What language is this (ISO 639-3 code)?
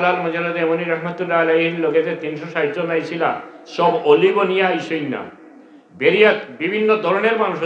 syl